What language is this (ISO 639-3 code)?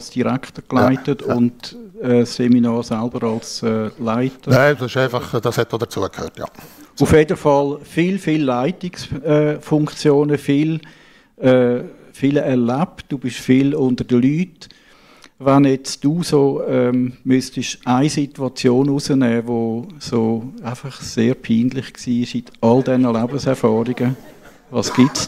gsw